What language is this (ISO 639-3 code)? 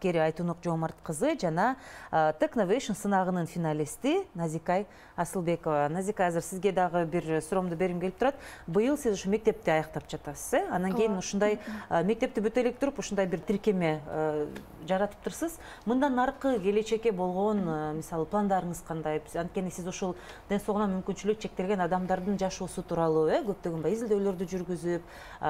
kir